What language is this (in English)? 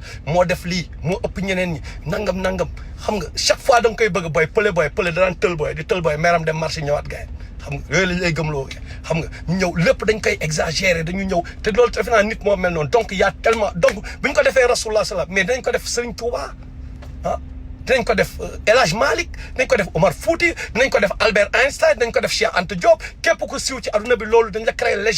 Wolof